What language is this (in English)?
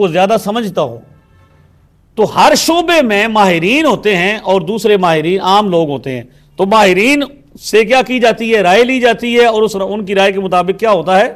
Urdu